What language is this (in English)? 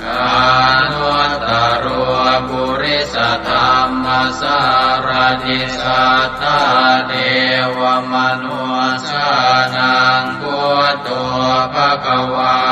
Pali